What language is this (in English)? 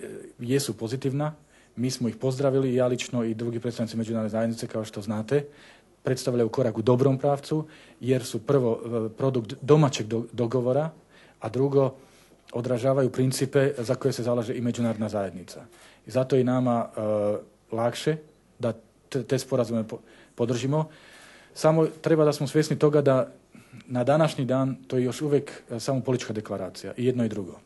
Bosnian